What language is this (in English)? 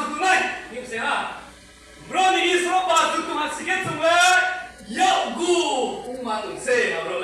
Riang (India)